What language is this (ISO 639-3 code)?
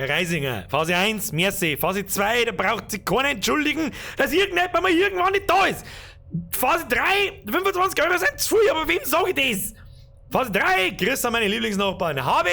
bar